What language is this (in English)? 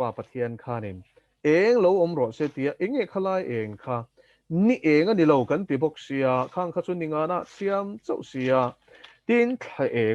Mizo